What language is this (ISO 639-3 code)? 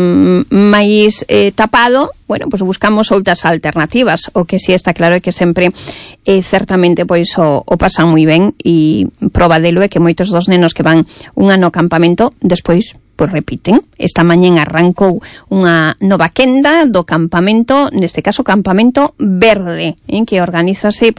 glg